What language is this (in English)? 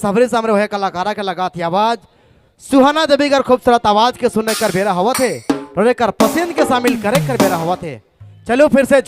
Sadri